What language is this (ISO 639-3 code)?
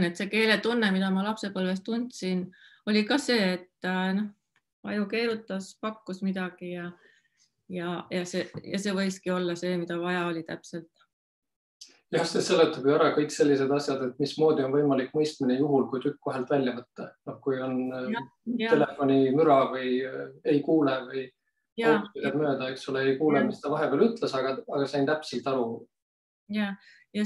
est